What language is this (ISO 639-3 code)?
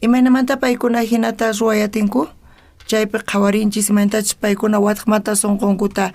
quh